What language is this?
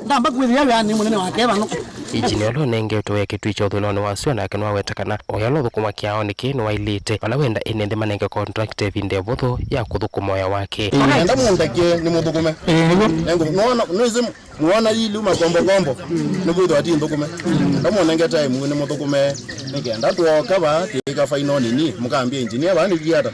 Kamba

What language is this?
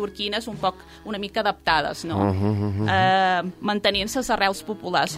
Catalan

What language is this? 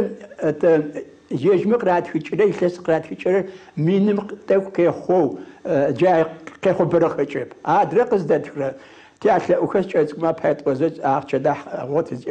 Adyghe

